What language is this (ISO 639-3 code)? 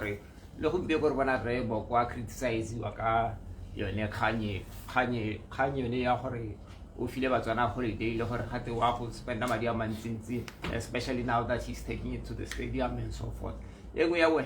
tsn